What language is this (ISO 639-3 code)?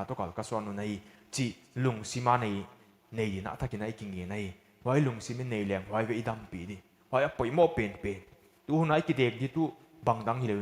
pck